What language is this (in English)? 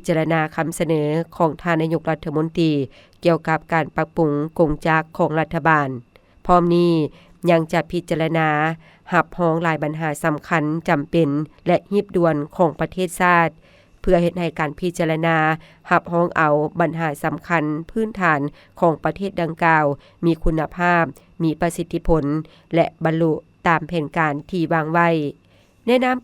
Lao